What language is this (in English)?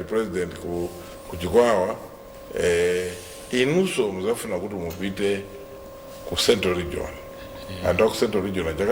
Nyanja